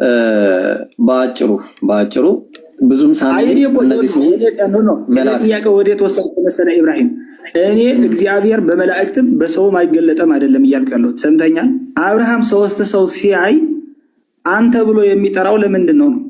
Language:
Amharic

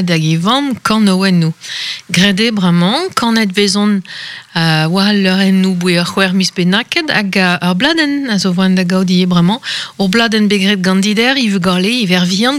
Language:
Breton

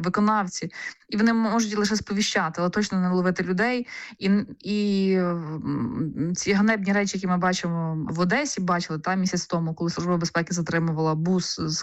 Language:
Ukrainian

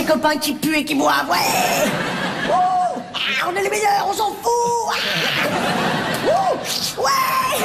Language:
French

